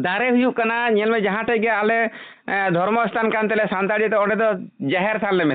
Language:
Santali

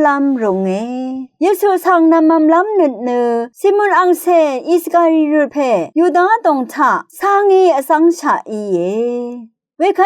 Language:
Rawang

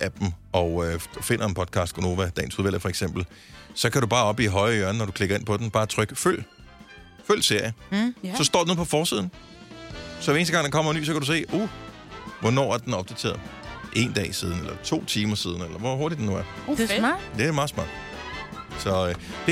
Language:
Danish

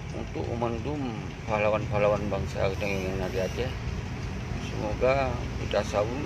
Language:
Achinese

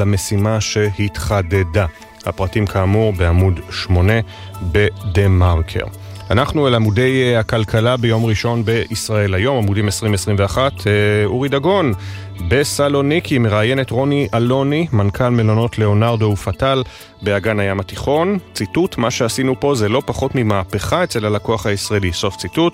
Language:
Hebrew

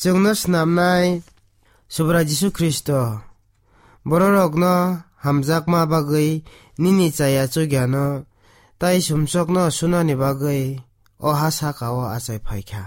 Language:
Kok Borok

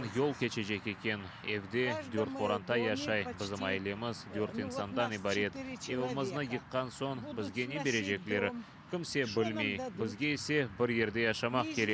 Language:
Crimean Tatar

